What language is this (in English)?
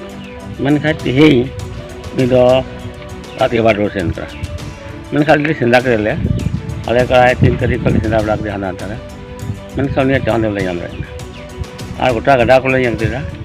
Santali